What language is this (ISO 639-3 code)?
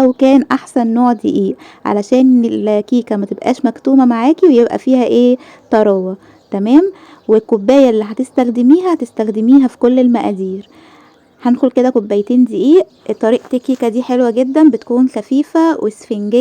arz